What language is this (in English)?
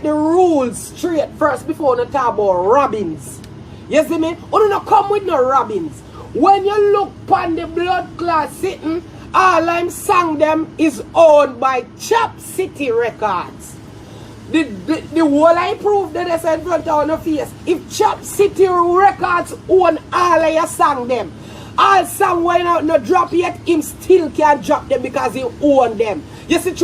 Jamaican Creole English